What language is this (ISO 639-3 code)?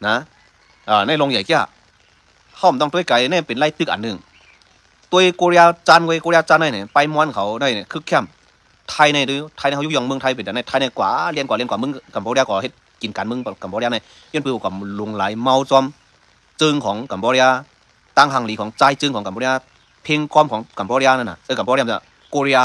shn